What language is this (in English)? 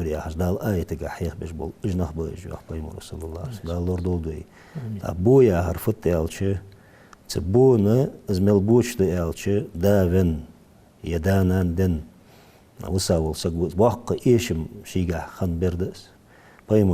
Ingush